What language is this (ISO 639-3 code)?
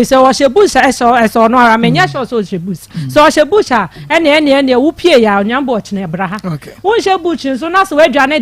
aka